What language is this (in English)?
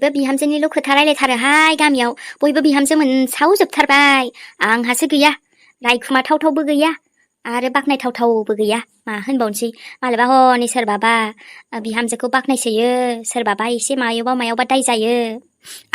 Bodo